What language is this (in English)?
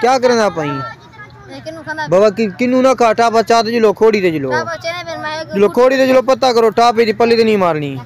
Saraiki